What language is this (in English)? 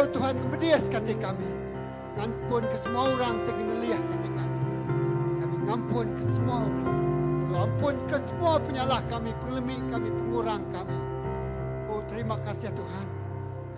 Iban